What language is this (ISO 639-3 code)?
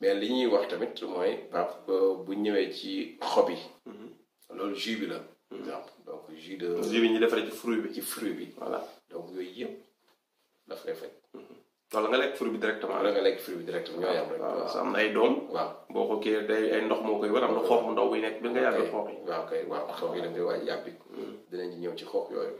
wol